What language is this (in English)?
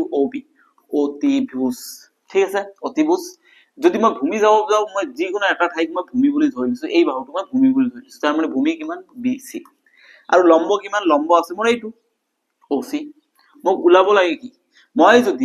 Assamese